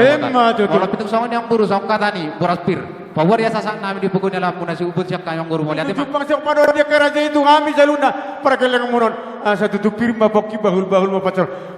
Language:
Batak Toba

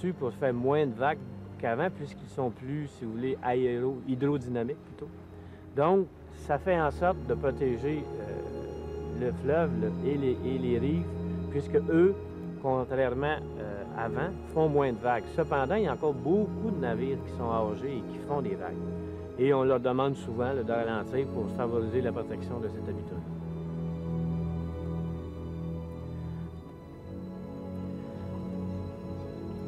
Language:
French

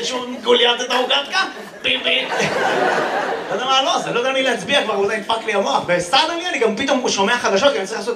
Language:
Hebrew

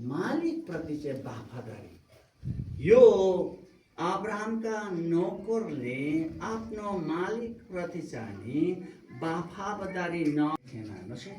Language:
Nepali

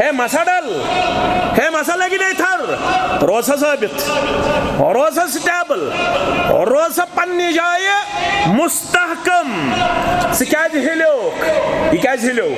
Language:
Kashmiri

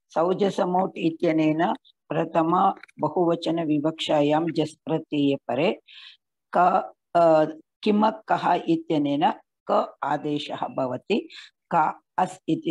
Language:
Sanskrit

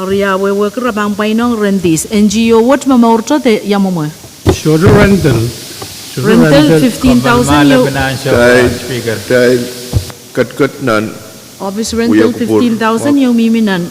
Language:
Pohnpeian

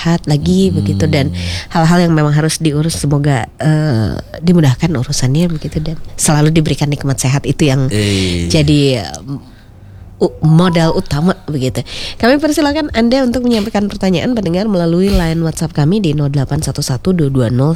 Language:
Indonesian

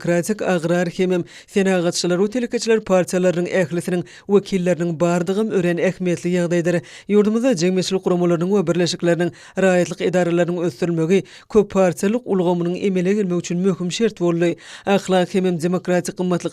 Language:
Turkmen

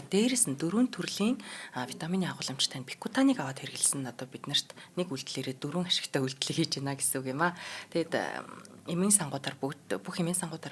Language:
Mongolian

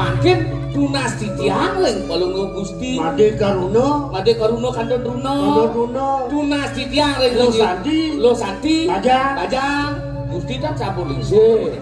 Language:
Balinese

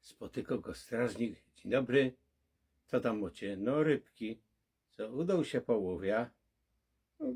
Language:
Silesian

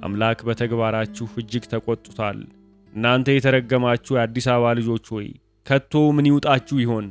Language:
Amharic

